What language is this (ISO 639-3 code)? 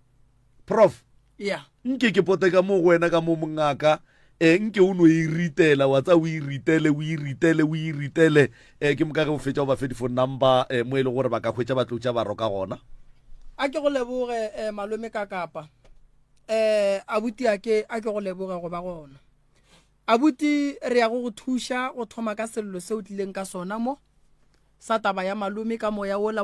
nso